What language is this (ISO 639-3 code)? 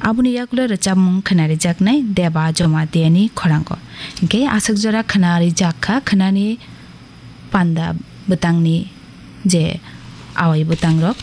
trp